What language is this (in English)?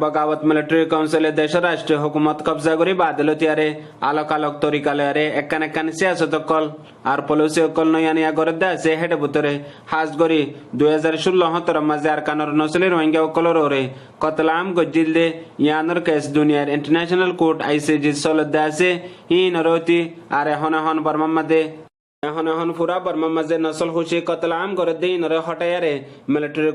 Rohingya